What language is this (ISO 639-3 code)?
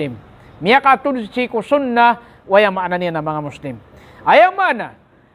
mrw